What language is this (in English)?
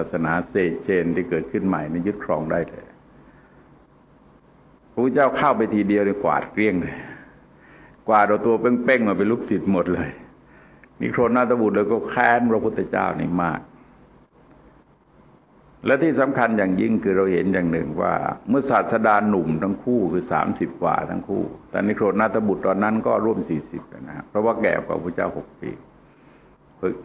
Thai